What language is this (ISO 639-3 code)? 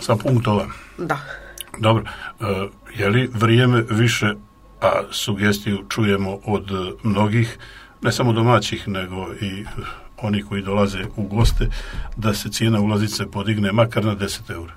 hrv